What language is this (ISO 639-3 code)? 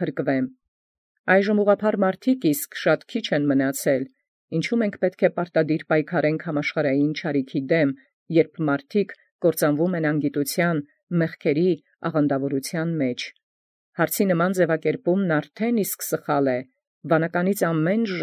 hye